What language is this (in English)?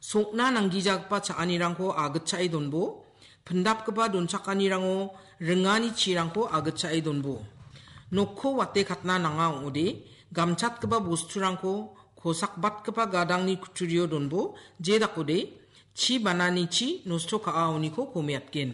Garo